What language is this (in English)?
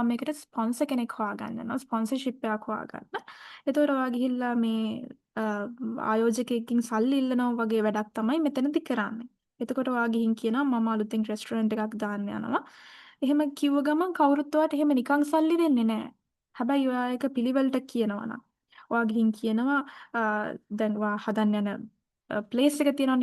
Sinhala